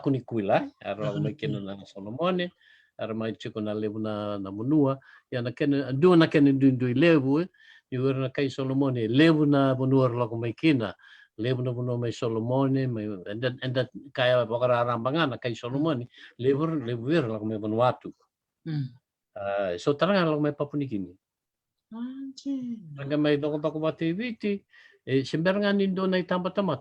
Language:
Fijian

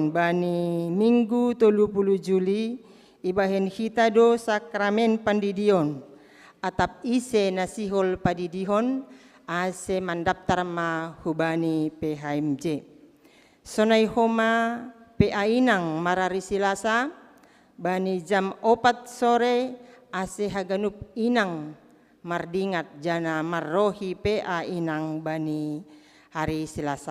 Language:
Batak Simalungun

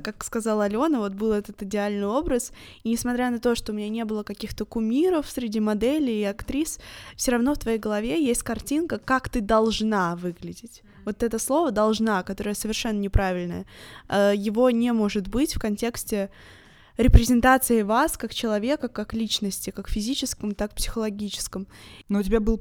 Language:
Russian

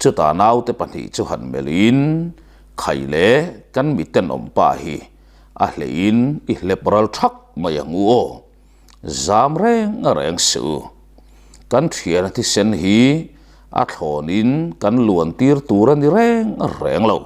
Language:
Mizo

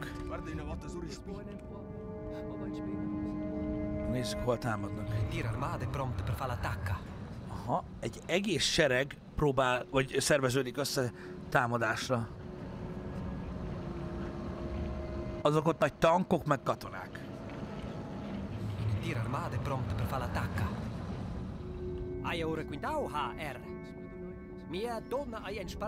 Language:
Hungarian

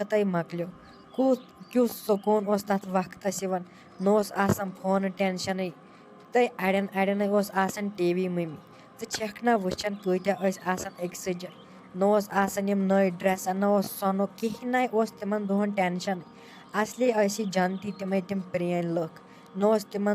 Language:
Kashmiri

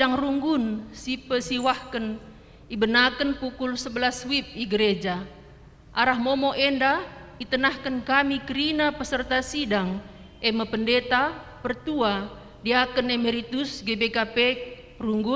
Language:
Batak Karo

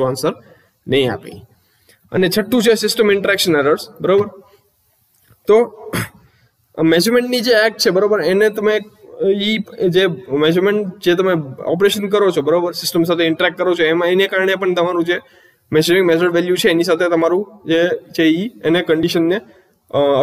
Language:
Gujarati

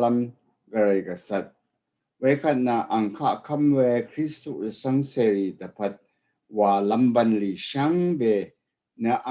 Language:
Rawang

